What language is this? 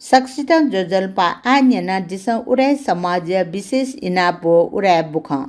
Newari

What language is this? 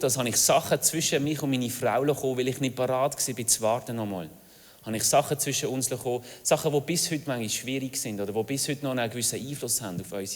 Swiss German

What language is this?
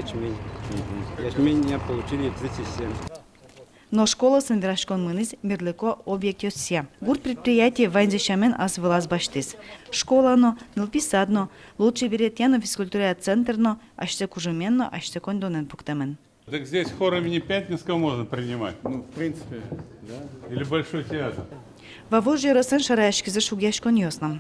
Udmurt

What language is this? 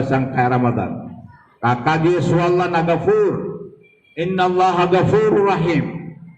Maranao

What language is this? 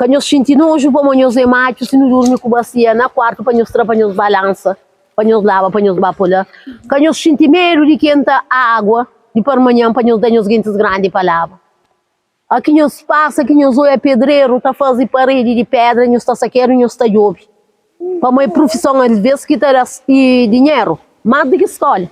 Kabuverdianu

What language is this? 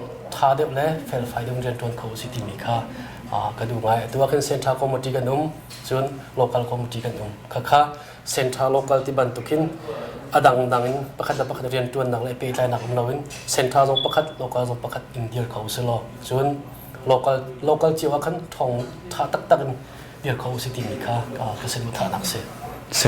Hakha Chin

